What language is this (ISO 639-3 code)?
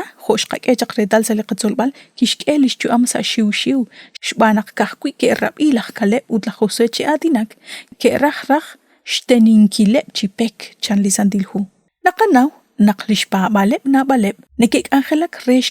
kek